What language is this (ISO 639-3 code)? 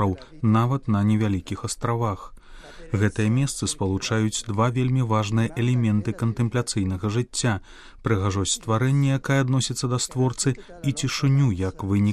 bel